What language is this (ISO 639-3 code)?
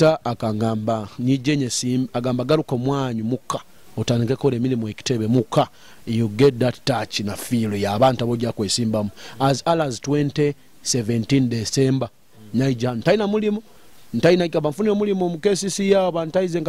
nyo